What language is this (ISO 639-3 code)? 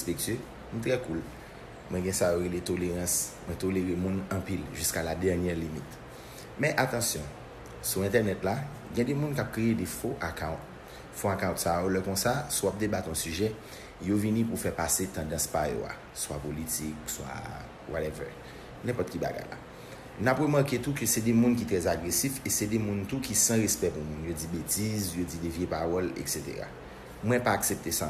hat